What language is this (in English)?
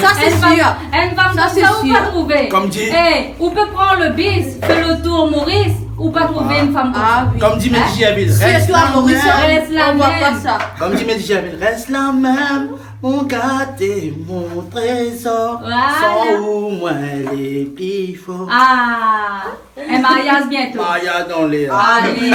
Réunion Creole French